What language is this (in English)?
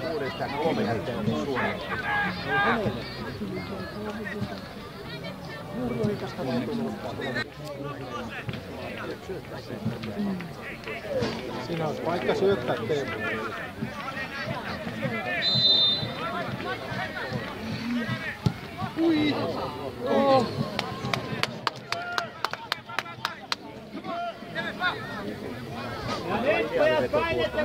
Finnish